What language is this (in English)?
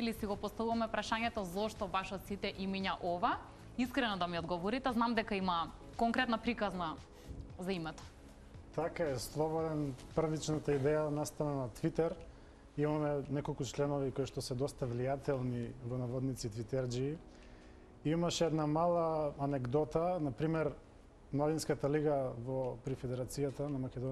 Macedonian